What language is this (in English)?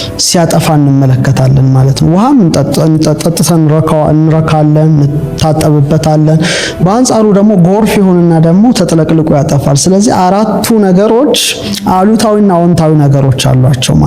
Amharic